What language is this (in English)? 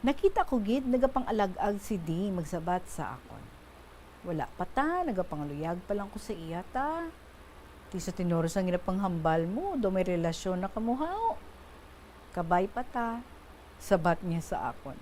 Hiligaynon